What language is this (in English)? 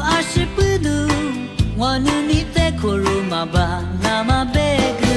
Lisu